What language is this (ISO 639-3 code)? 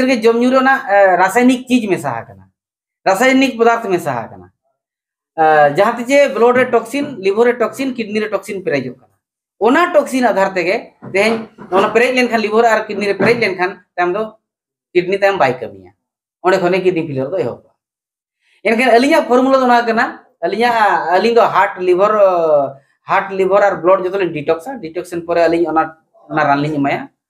sat